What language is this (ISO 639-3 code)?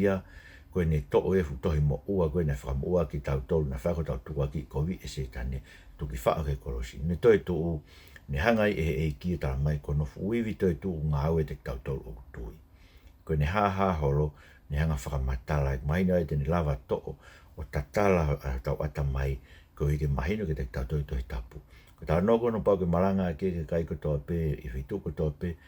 ton